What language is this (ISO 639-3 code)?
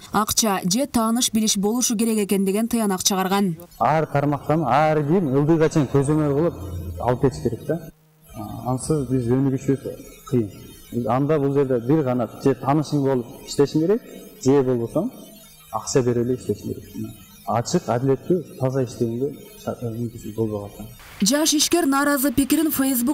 kir